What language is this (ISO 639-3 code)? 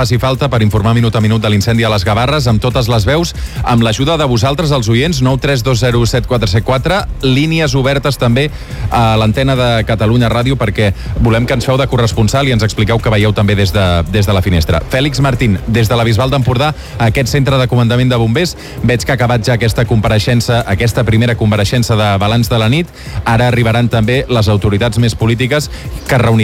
cat